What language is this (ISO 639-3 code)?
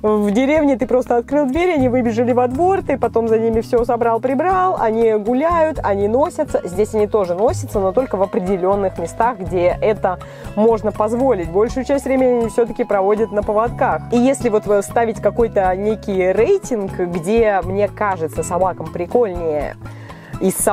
rus